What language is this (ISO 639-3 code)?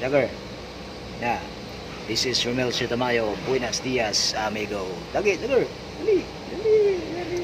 ceb